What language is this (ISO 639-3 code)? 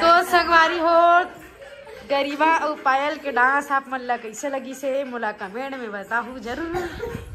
hne